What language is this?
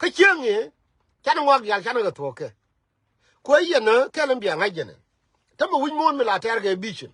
Nuer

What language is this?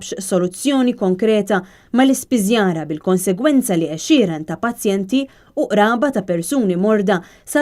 Maltese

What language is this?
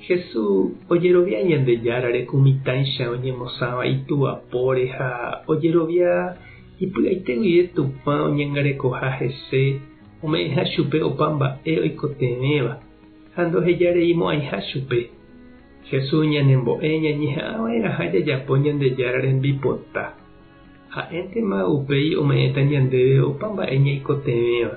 Guarani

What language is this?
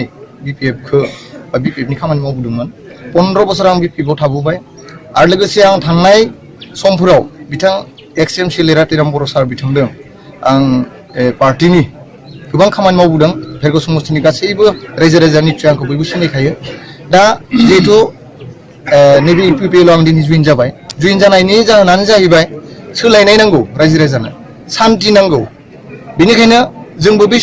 Bodo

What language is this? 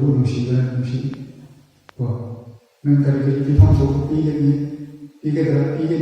Manipuri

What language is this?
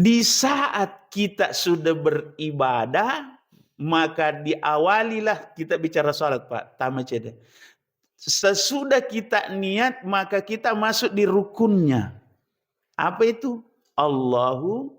Buginese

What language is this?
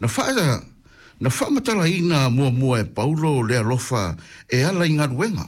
Samoan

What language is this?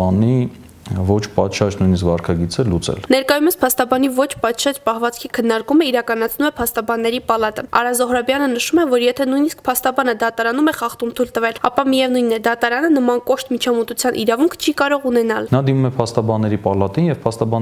Armenian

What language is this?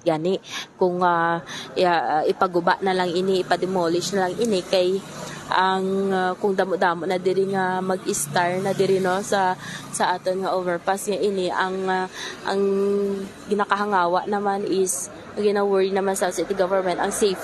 Hiligaynon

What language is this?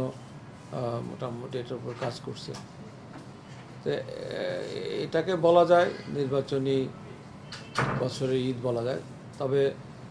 Bangla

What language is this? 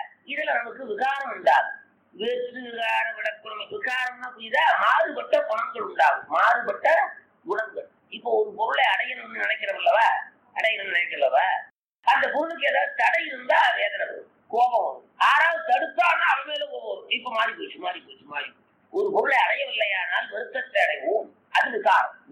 Tamil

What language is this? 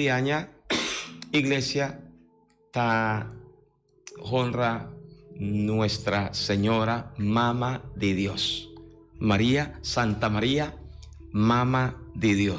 Papiamento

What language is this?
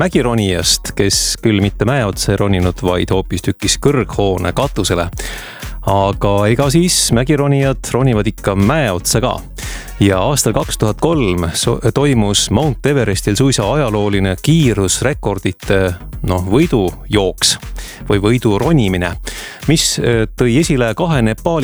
Estonian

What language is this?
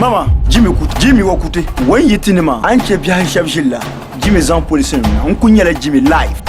Dagbani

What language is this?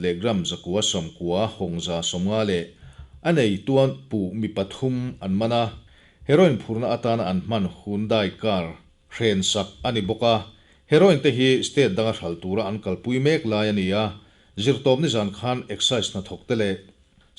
Mizo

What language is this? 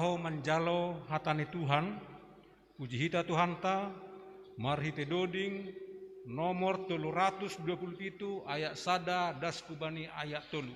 Batak Simalungun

